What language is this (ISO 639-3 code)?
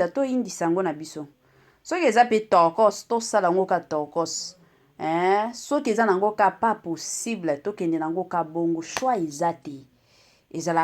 lin